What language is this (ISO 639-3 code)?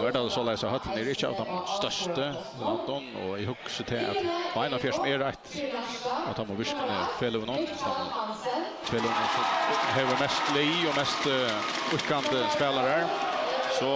fao